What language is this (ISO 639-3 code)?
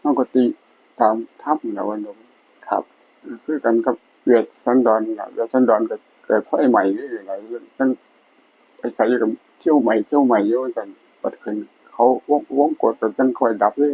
tts